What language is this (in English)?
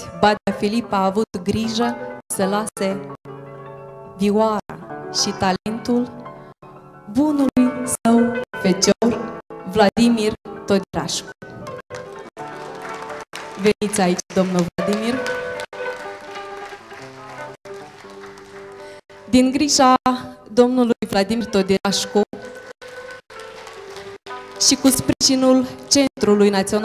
Romanian